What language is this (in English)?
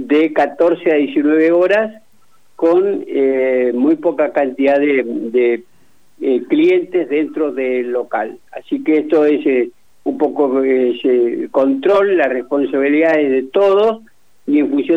Spanish